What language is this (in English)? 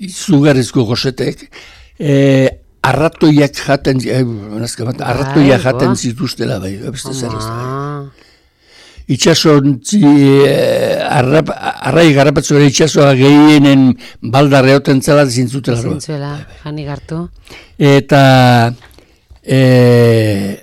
Basque